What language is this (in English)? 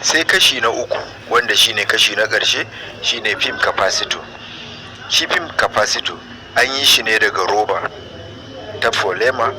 Hausa